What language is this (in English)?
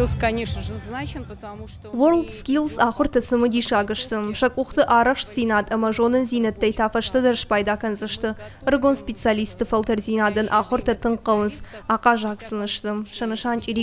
Ossetic